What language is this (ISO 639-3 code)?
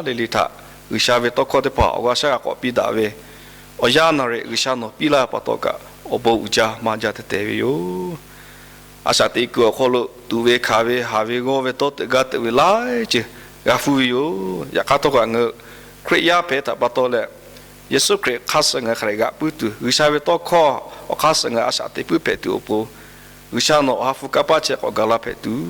lhu